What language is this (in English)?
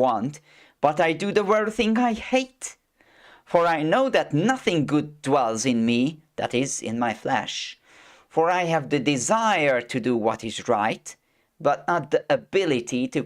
English